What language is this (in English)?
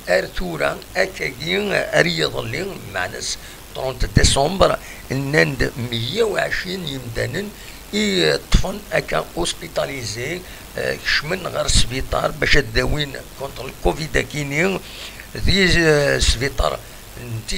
Kabyle